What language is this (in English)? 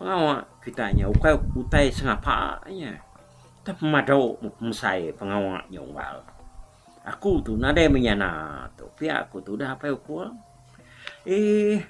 Iban